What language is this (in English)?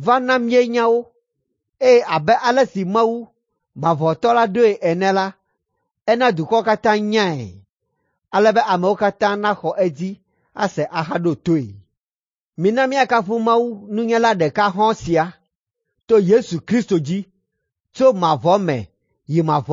Ewe